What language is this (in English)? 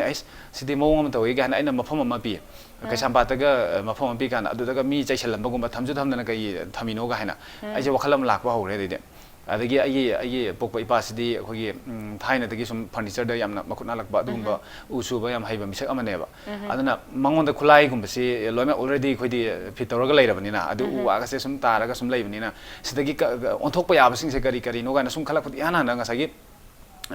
Manipuri